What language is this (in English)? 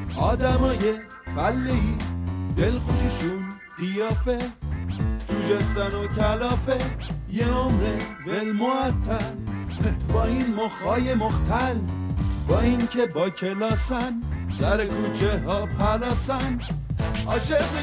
Persian